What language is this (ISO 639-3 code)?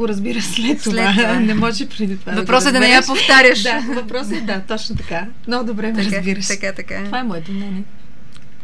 bul